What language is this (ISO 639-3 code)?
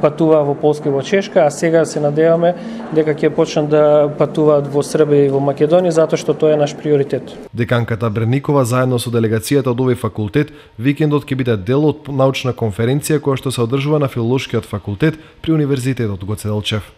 mkd